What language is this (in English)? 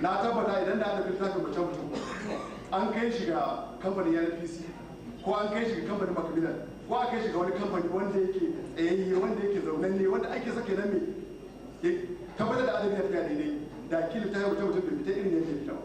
Hausa